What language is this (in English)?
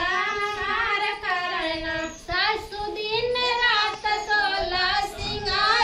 Bhojpuri